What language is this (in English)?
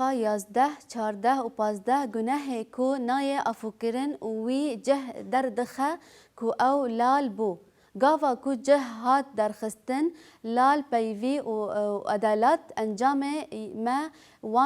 Kurdish